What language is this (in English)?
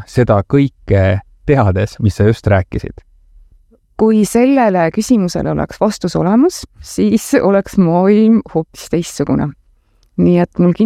Estonian